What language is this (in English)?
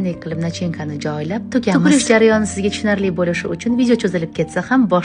Uzbek